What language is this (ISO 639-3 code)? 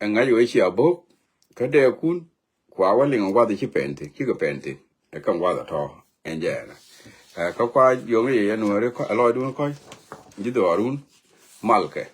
nus